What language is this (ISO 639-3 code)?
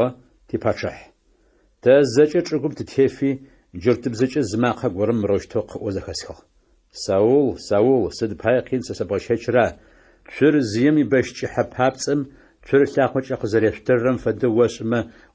ady